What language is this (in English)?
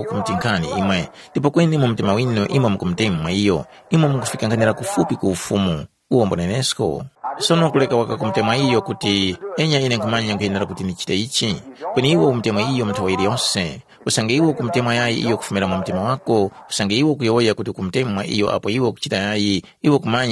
Tumbuka